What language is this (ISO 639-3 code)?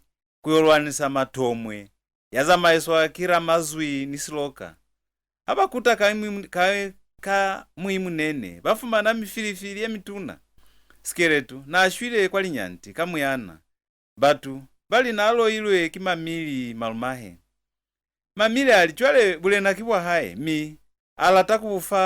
loz